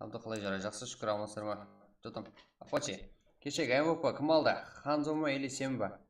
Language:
Kara-Kalpak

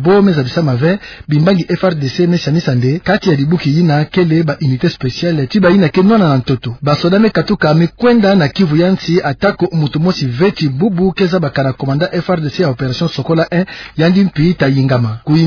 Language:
Kituba (Democratic Republic of Congo)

